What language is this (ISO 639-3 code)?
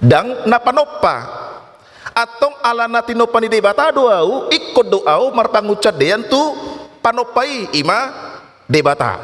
bbc